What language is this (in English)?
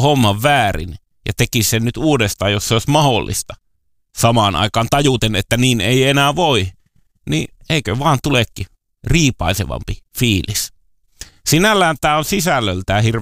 Finnish